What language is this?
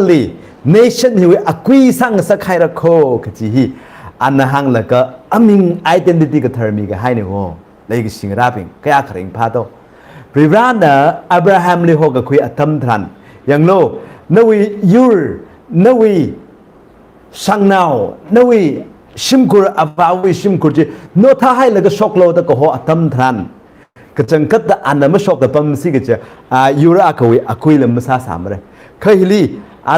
Tangkhul Naga (India)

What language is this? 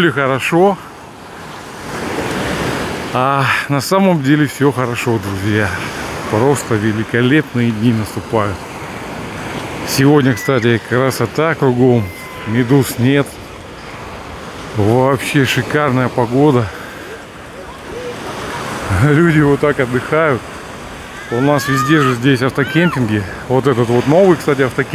Russian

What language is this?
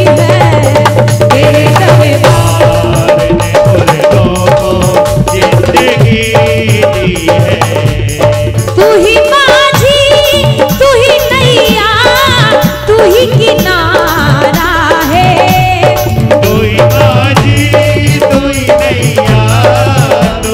Hindi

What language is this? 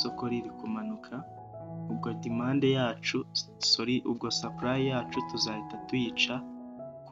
Kinyarwanda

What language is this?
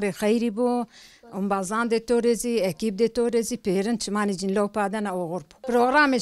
Zaza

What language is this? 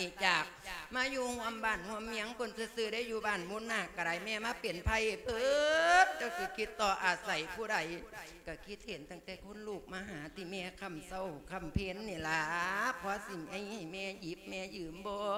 Lao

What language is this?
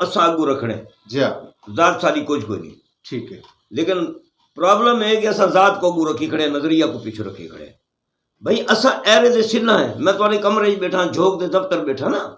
Saraiki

